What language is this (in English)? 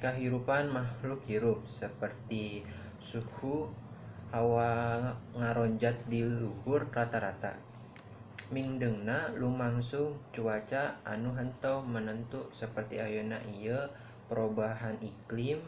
Sundanese